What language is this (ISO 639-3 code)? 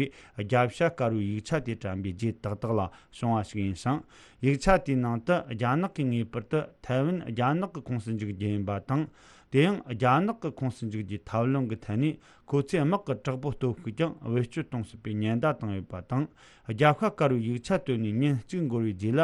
bod